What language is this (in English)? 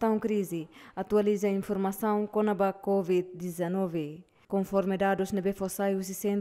Tetum